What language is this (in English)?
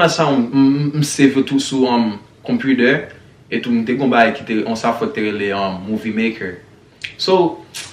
Haitian Creole